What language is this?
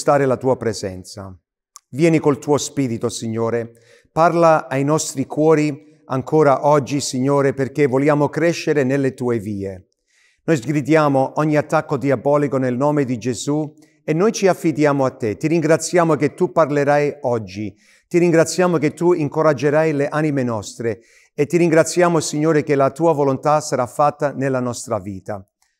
Italian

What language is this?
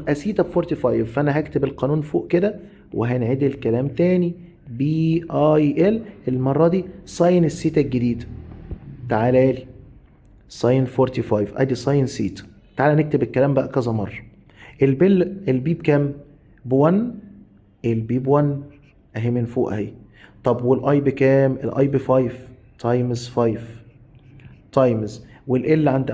Egyptian Arabic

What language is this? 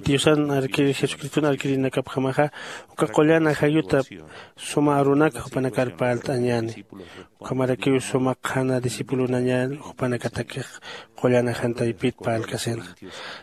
Aymara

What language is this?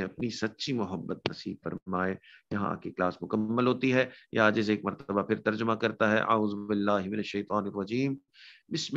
Urdu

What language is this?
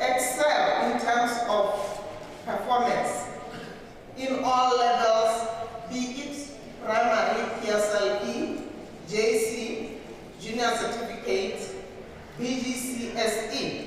Tswana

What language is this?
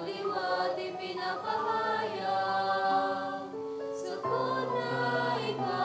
Bikol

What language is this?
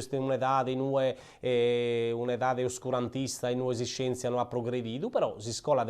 Sardinian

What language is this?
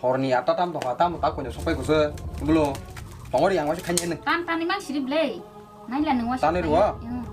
Kok Borok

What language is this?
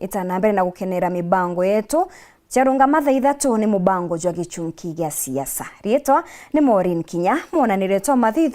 Meru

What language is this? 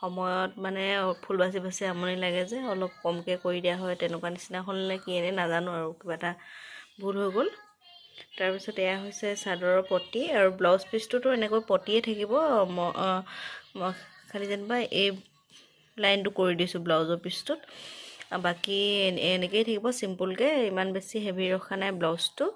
Assamese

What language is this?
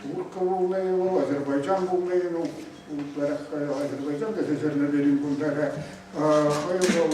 Chuvash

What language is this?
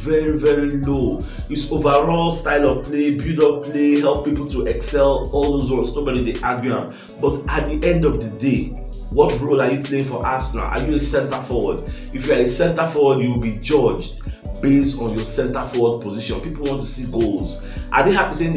Nigerian Pidgin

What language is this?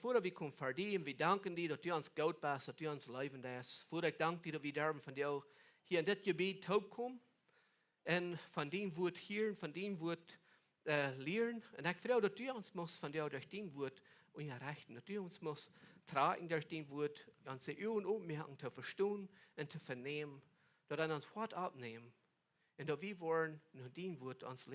Plautdietsch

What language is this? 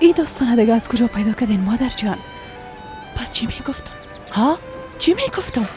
Persian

